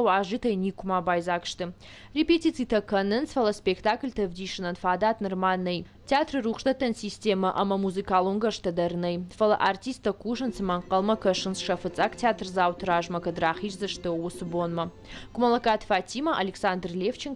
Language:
Ossetic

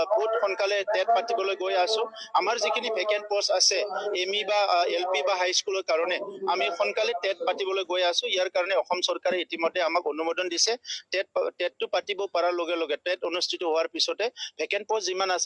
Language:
Assamese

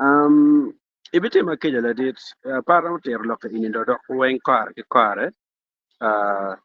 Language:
Acoli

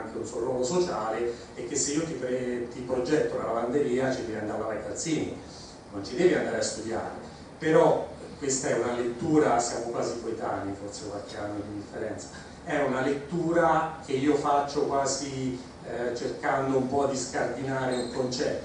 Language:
Italian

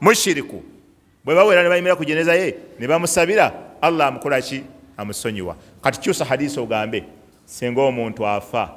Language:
Ganda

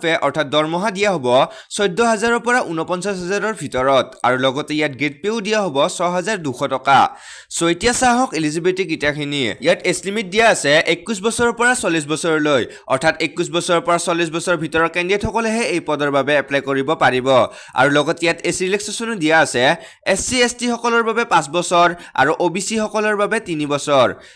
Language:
Assamese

